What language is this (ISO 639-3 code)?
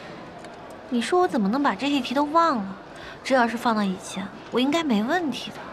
zho